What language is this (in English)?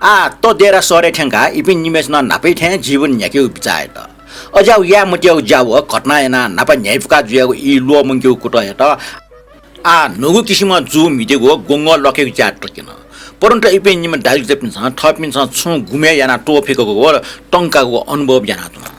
Newari